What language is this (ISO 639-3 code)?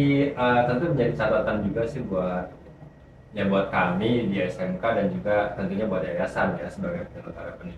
ind